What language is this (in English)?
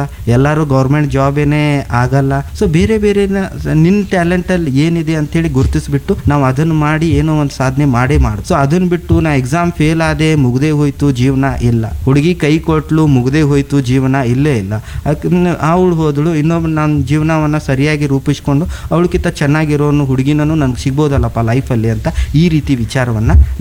Kannada